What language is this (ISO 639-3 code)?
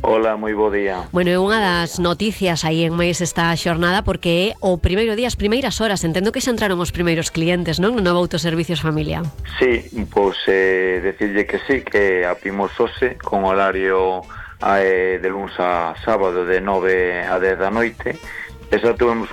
glg